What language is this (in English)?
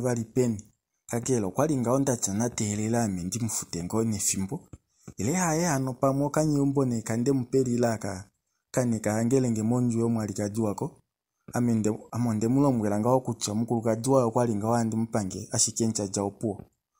Kuanyama